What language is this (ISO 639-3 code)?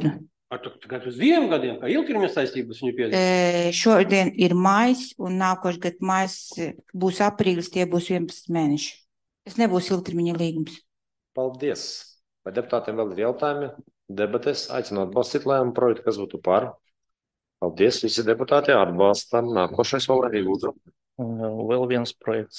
lav